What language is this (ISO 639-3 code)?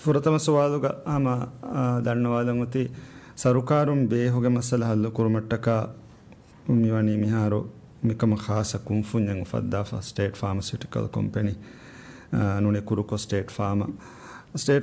div